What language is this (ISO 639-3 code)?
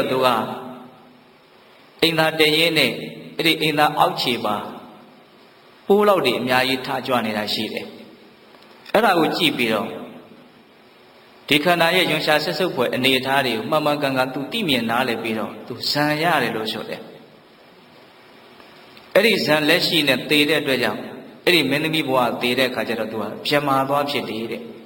mya